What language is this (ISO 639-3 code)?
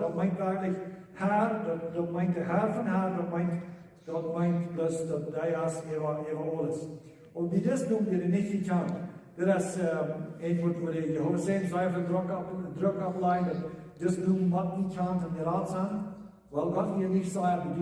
pdt